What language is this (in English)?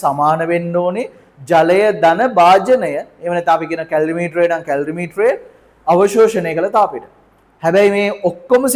Sinhala